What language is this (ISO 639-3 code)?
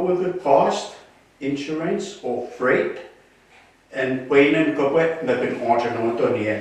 pon